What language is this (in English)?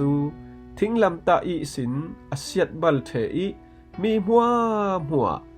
Falam Chin